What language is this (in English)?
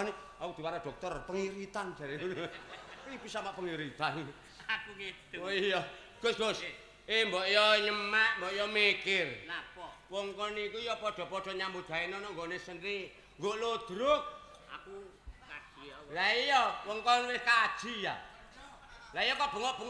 Javanese